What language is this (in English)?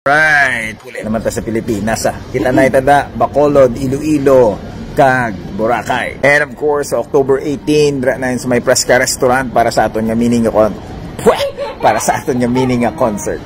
Hiligaynon